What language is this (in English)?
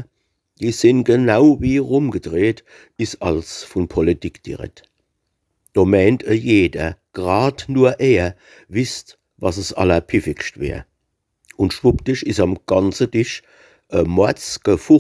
Palatine German